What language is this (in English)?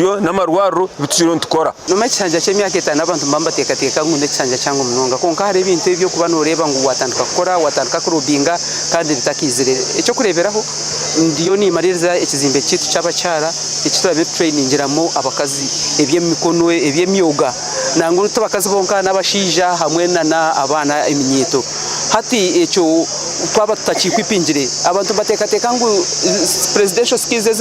Nyankole